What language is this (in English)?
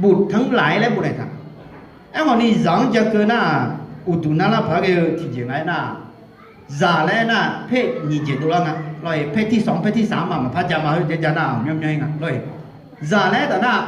Akha